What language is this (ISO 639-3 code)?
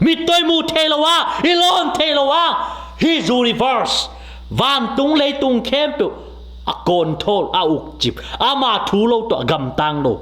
ctd